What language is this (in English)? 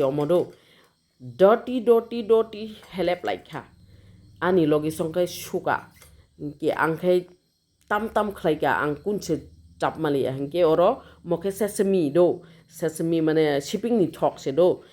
Kok Borok